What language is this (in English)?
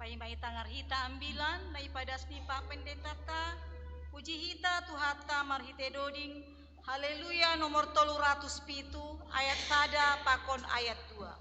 Batak Simalungun